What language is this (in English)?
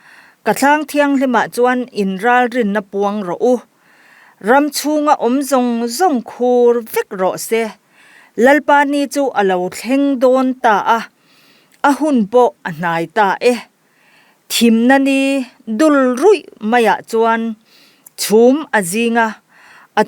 Mizo